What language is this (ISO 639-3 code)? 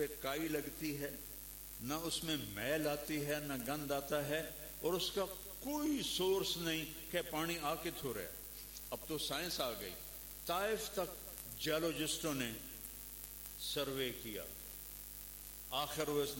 urd